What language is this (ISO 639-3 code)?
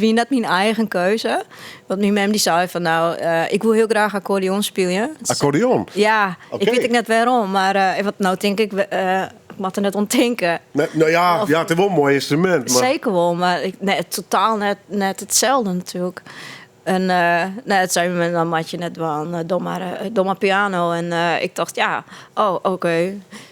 fry